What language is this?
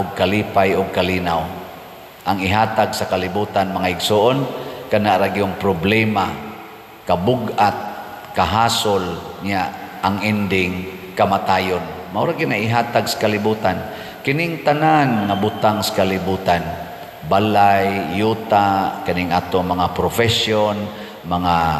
Cebuano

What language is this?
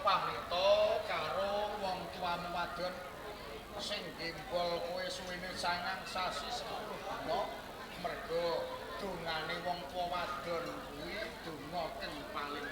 Javanese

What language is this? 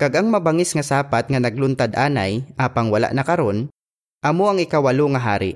Hiligaynon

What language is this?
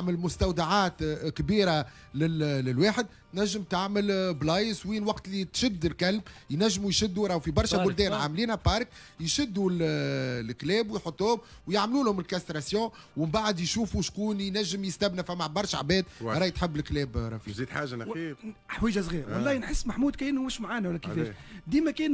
Tunisian Arabic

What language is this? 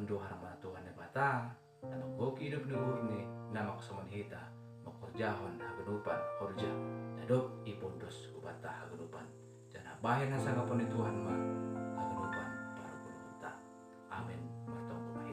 Batak Simalungun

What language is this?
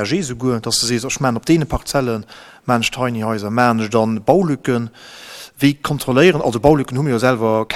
Luxembourgish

